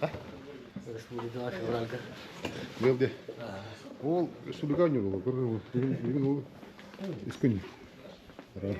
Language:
Yakut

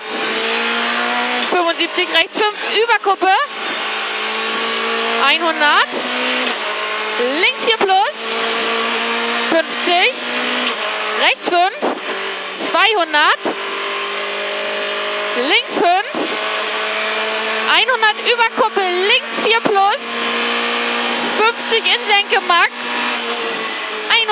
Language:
German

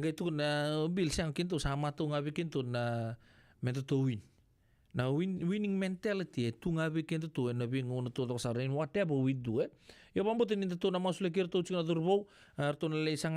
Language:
Fijian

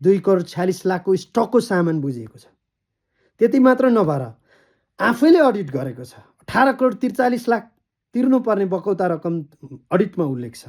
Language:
Nepali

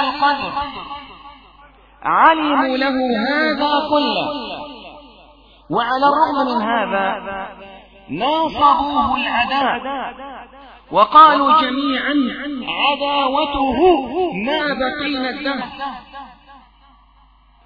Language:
Arabic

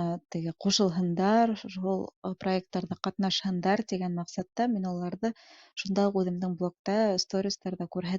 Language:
Bashkir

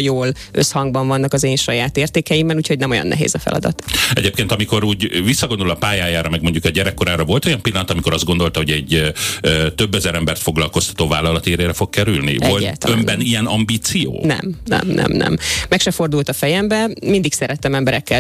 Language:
Hungarian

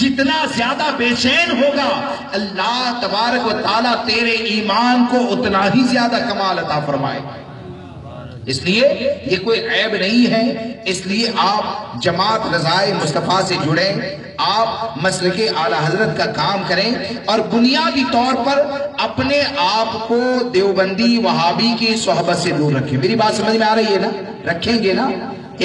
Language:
Urdu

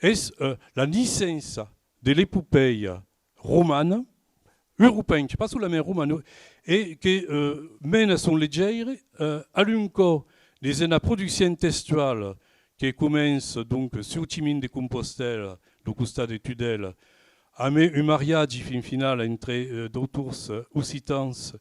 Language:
Occitan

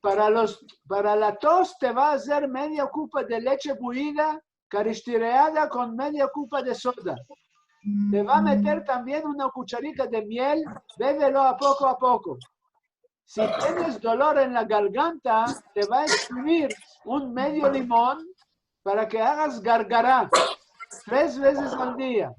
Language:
Ladino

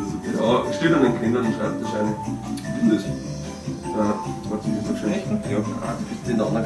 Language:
Bavarian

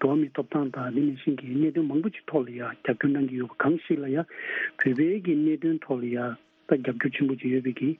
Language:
Tibetan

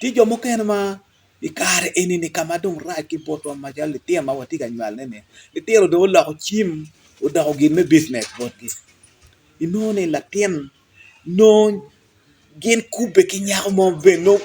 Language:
Acoli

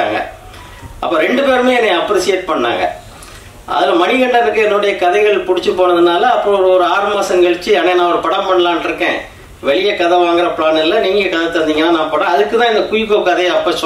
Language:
Tamil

